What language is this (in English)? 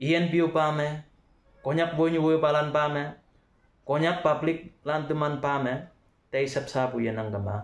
Konyak Naga